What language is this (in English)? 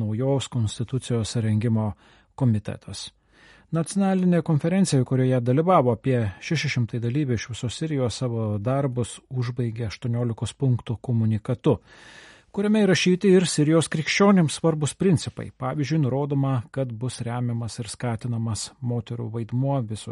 Lithuanian